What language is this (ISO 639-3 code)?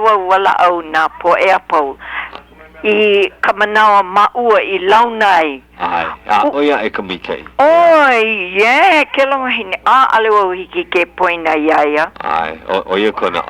haw